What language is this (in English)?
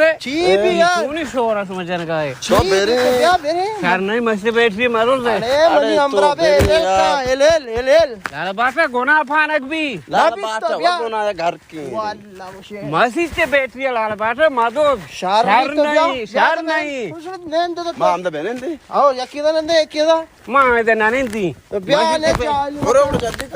Baluchi